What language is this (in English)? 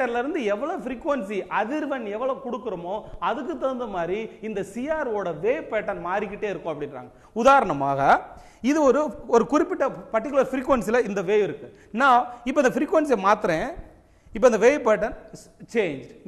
Tamil